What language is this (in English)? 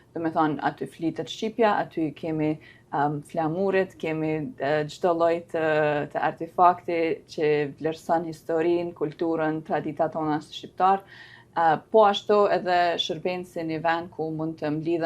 Albanian